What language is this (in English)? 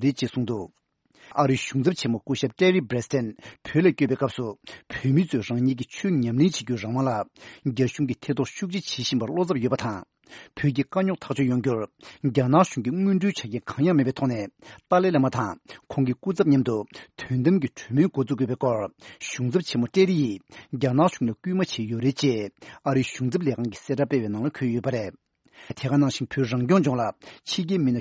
Tibetan